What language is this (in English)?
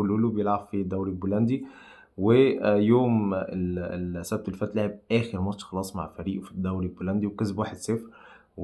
Egyptian Arabic